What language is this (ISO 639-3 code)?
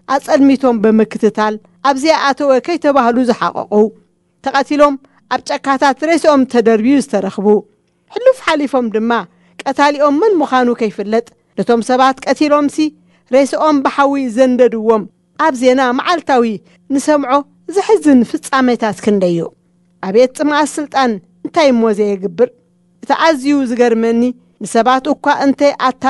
tir